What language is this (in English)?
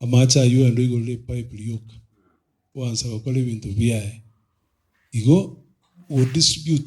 Gusii